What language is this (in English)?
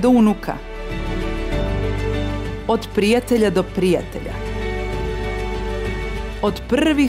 Serbian